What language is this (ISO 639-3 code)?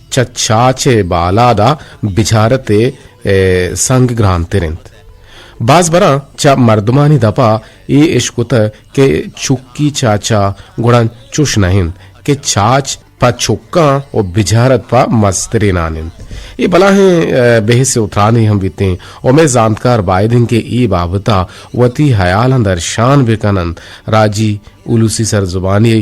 bgp